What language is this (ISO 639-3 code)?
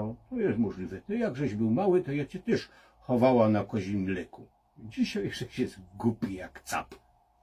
szl